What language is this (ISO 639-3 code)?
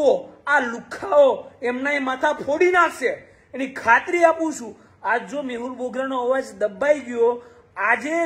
guj